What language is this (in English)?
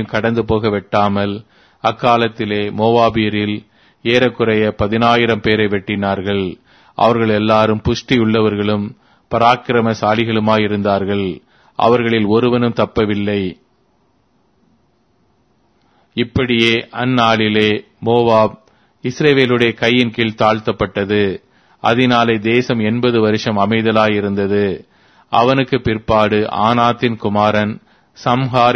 Tamil